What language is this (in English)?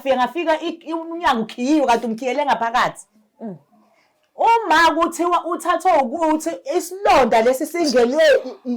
Zulu